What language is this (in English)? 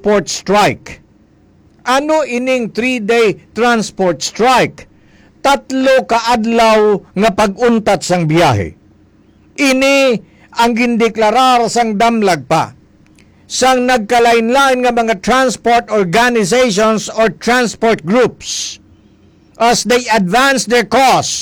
Hiligaynon